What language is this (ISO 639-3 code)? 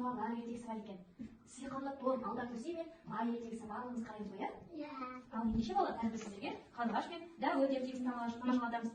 kaz